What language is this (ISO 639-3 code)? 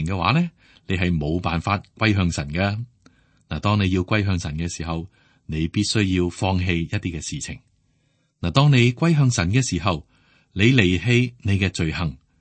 yue